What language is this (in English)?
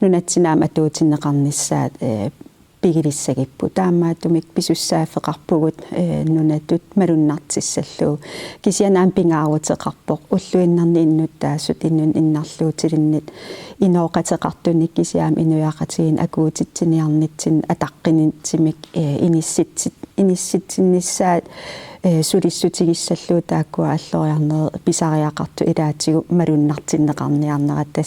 Kalaallisut